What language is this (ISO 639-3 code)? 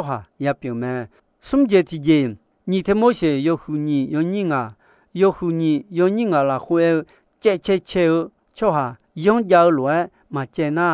ahk